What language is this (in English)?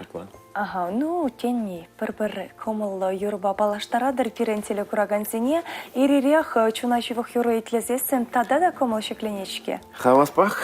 Chuvash